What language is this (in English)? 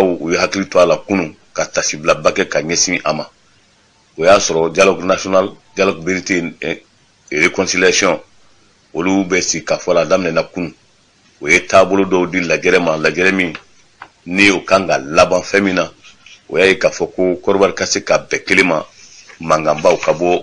Bambara